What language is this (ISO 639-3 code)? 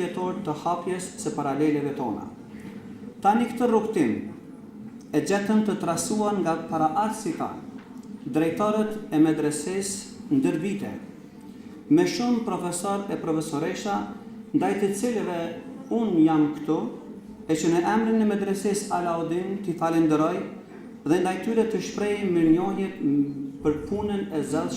sqi